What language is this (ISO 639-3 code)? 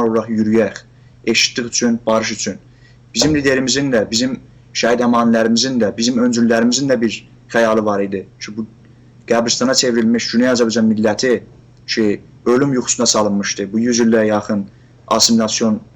azb